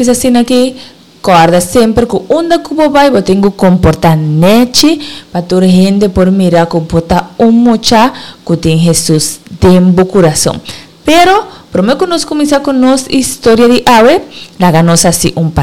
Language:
Papiamento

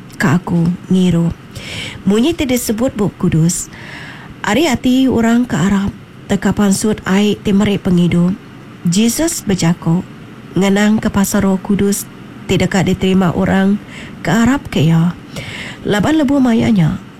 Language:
Iban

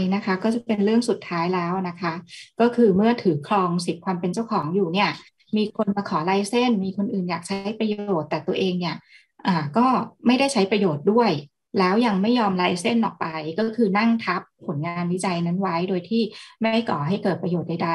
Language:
Thai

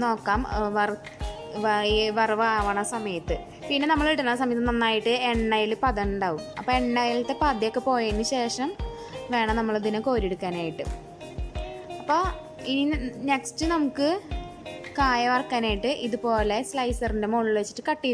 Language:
Malayalam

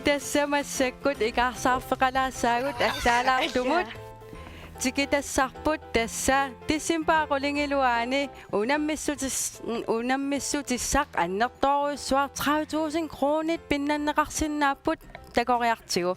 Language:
Kalaallisut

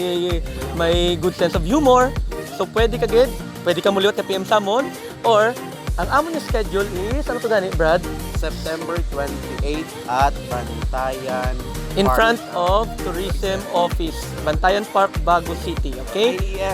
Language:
Hiligaynon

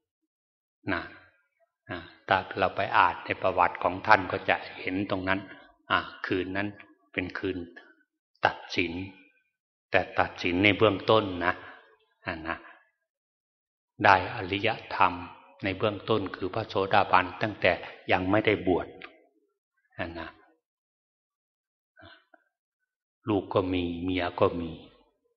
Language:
Thai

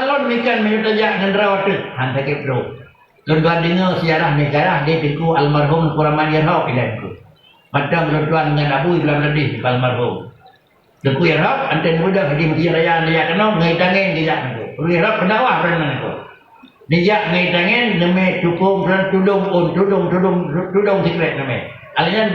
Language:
Achinese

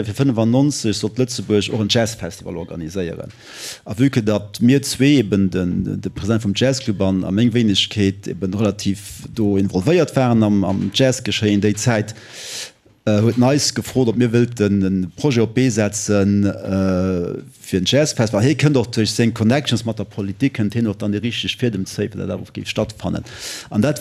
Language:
Luxembourgish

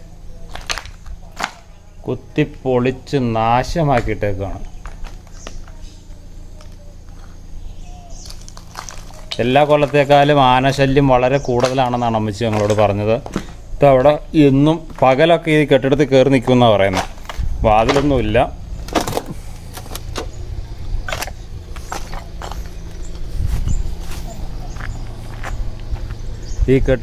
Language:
Malayalam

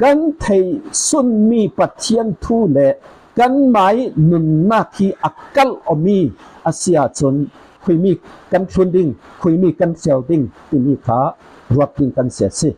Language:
Falam Chin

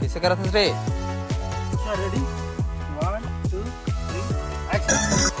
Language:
Chhattisgarhi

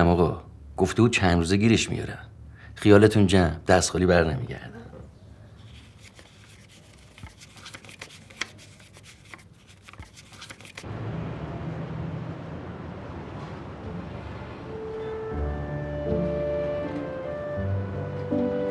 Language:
Persian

